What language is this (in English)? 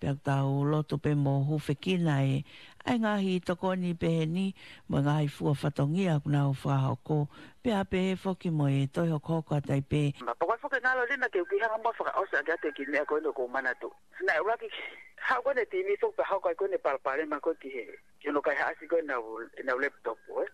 Tongan